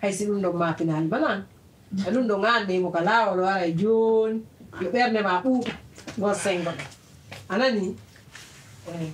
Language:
Pular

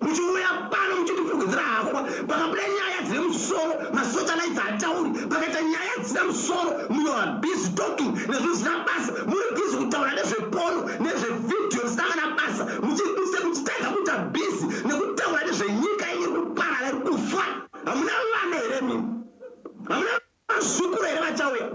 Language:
Shona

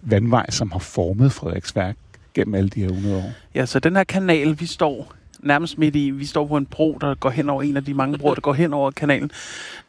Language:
Danish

